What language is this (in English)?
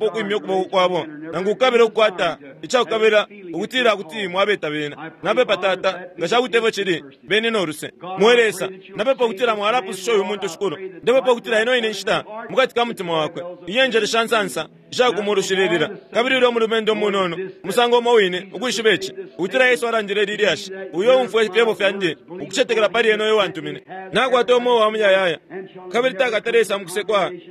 Bemba